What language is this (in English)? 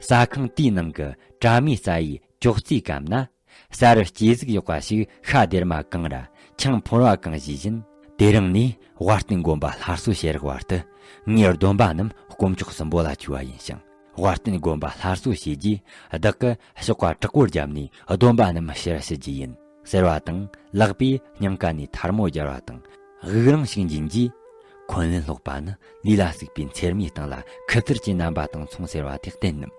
Tibetan